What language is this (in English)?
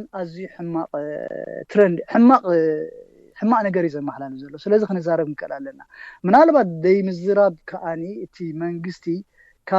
Tigrinya